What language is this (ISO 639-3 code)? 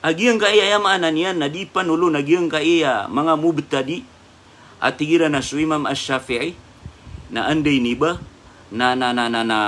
mrw